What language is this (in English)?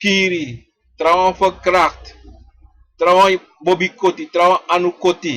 Sranan Tongo